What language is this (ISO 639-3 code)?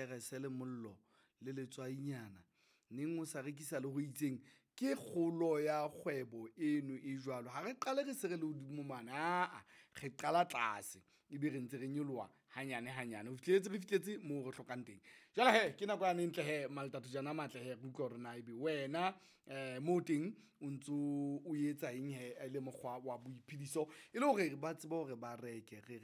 sot